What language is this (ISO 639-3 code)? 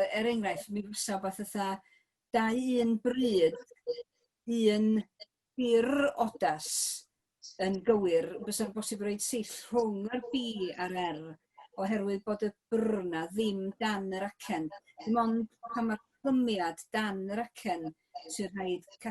cym